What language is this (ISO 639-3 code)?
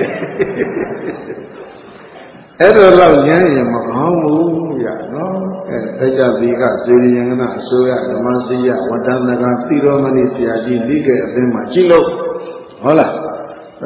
mya